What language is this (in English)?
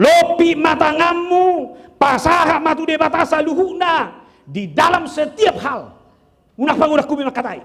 Batak Toba